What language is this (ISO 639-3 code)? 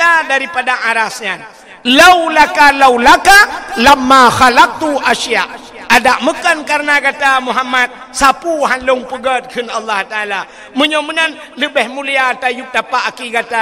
ace